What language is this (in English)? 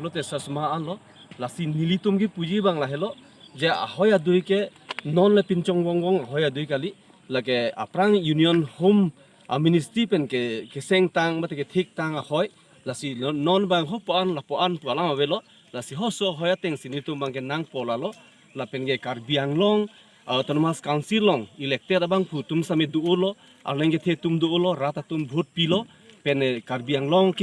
Karbi